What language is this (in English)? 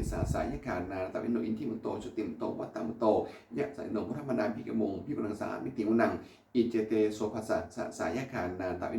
Pali